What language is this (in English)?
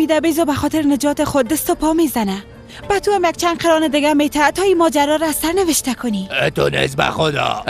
Persian